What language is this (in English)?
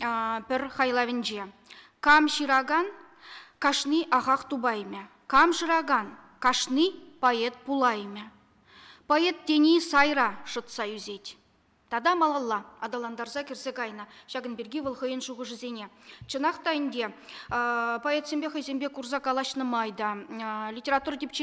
Chuvash